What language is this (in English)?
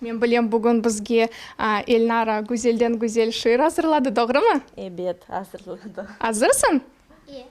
Crimean Tatar